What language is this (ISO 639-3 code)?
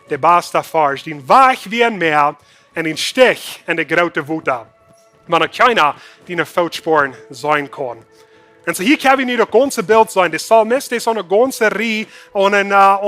pdt